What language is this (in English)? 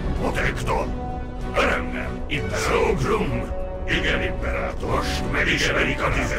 Hungarian